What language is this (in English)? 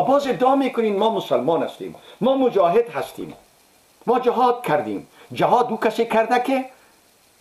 Persian